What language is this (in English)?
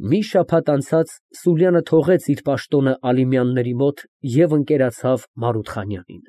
Armenian